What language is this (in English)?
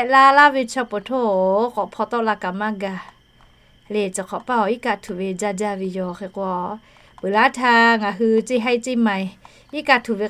Lahu